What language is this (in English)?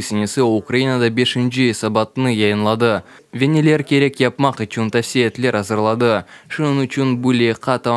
Crimean Tatar